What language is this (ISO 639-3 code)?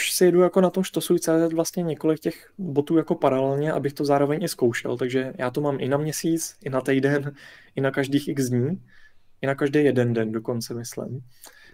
ces